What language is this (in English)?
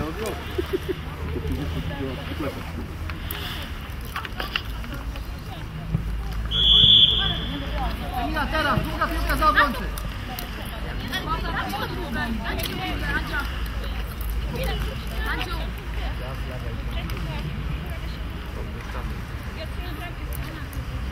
Polish